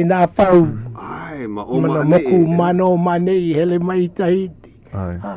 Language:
Hawaiian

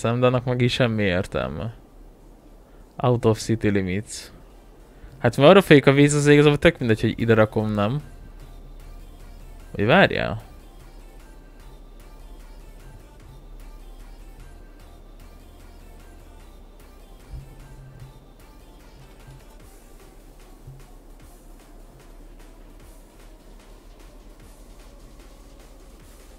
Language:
Hungarian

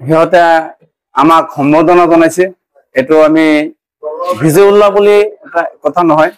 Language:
Assamese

